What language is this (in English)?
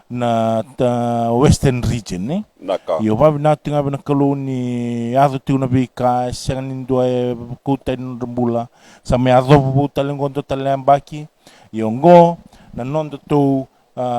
Fijian